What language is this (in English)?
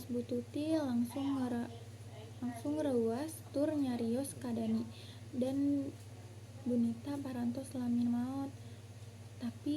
Sundanese